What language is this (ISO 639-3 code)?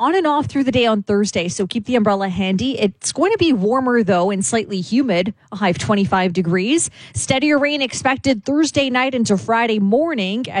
eng